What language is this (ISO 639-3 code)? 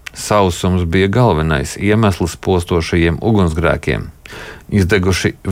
lav